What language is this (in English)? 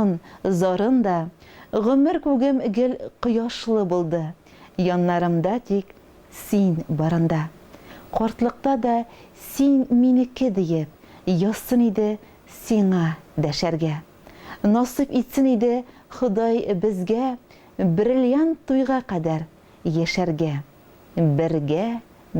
Tatar